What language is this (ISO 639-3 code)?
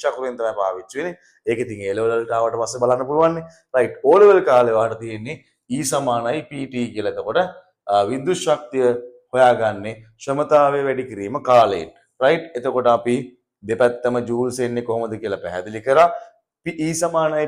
sin